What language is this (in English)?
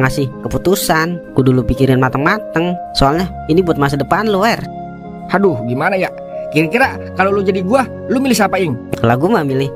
Betawi